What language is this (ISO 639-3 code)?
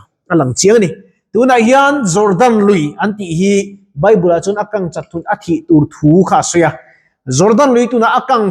lus